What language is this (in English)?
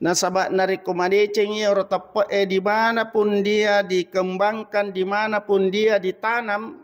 Buginese